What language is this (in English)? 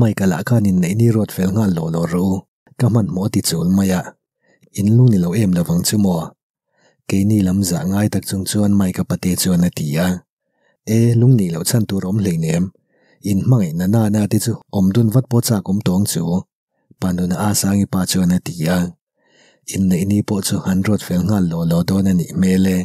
Mizo